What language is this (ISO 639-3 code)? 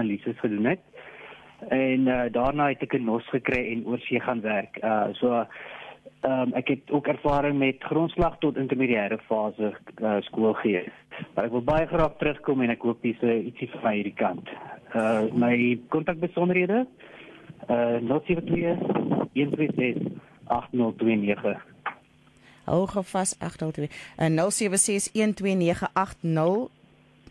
afr